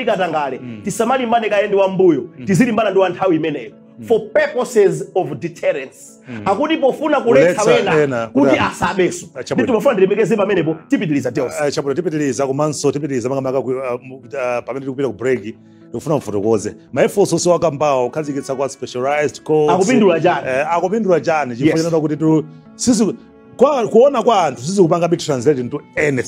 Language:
Nyanja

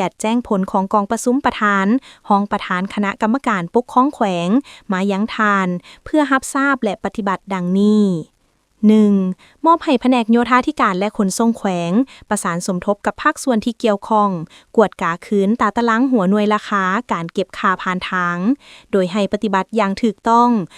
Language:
Lao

